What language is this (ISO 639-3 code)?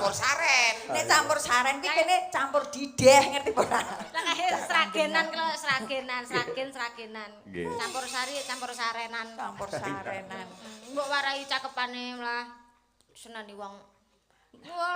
jav